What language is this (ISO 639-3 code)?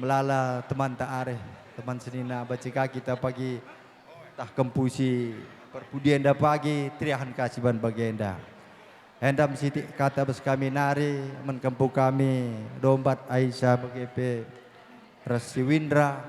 btx